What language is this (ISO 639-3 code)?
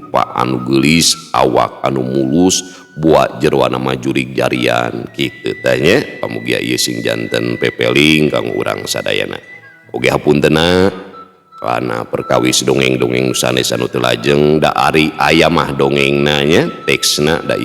sun